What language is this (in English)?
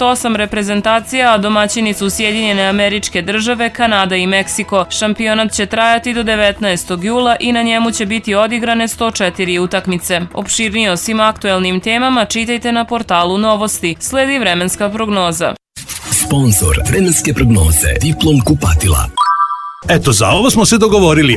Serbian